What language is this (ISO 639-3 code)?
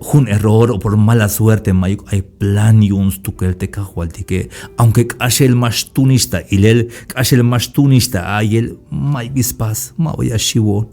tzh